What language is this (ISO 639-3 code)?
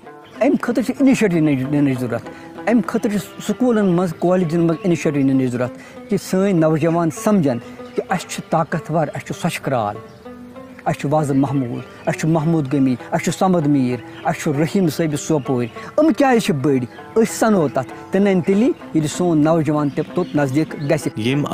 kas